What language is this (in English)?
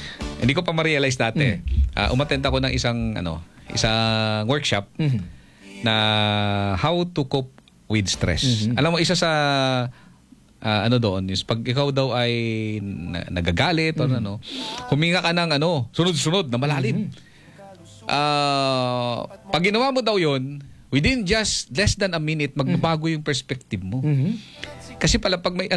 Filipino